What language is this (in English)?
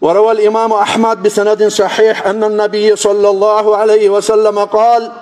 Kumyk